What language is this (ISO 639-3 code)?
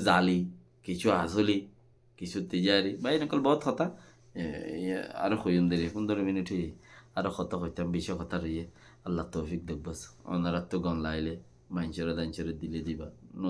rhg